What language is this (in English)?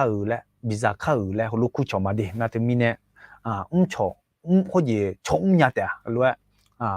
Akha